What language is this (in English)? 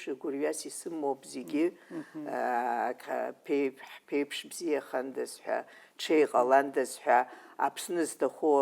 Abkhazian